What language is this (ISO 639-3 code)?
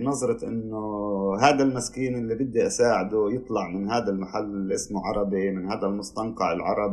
apc